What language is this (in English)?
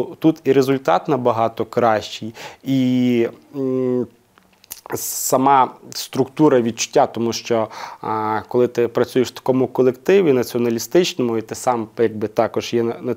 Ukrainian